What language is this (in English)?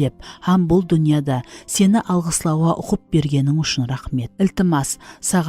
Kara-Kalpak